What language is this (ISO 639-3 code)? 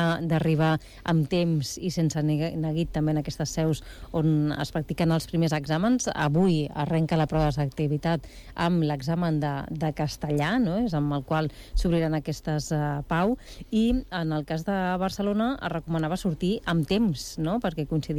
cat